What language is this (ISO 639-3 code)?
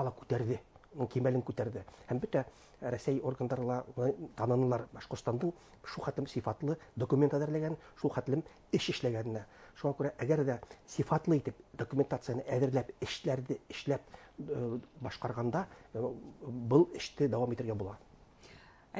bak